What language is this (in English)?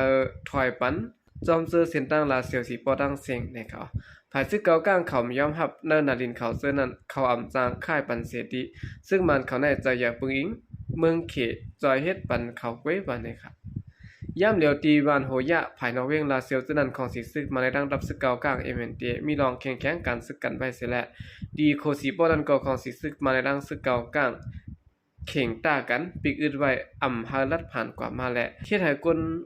Shan